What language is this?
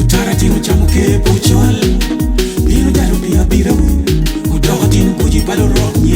Acoli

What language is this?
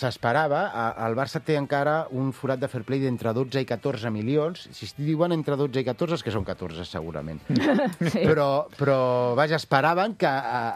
Catalan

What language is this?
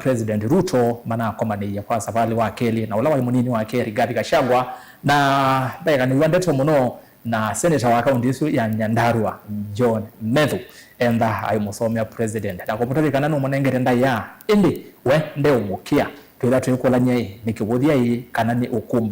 Kamba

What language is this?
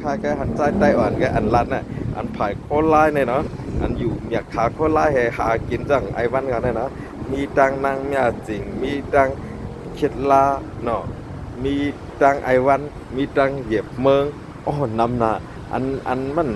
Shan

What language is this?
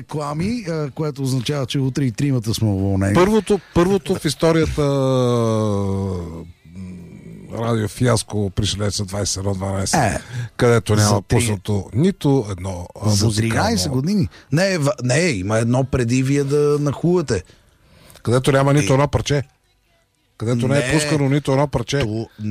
Bulgarian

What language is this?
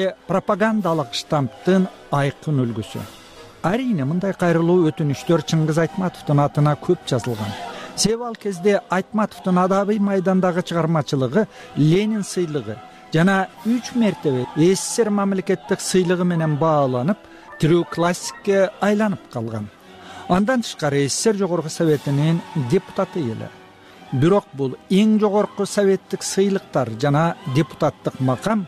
Kyrgyz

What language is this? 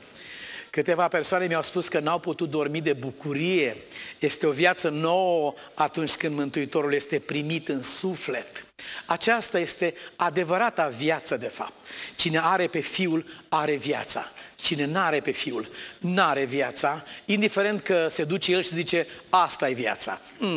Romanian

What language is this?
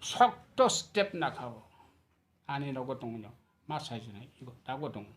Kok Borok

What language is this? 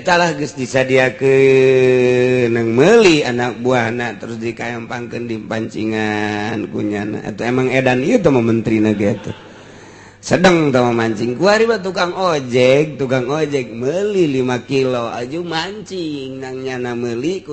Sundanese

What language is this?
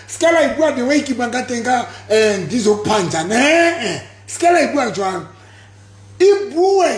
Southern Sotho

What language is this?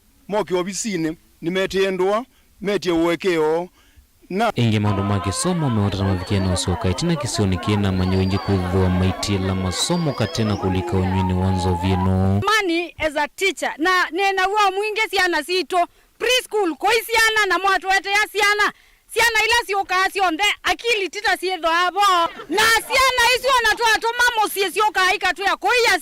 Kamba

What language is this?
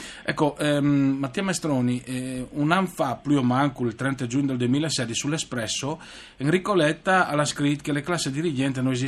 Friulian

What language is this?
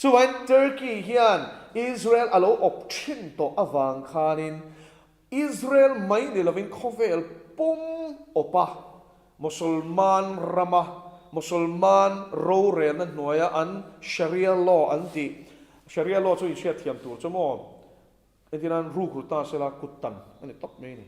Mizo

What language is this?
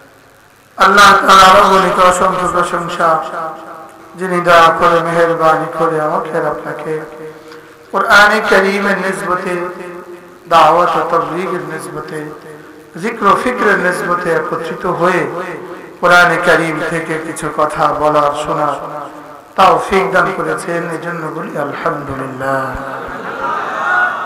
Bangla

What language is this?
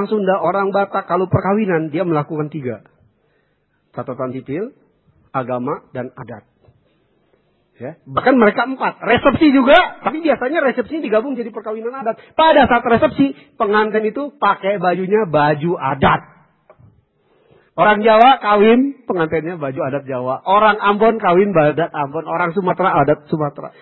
Indonesian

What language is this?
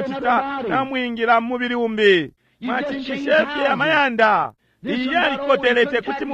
Bemba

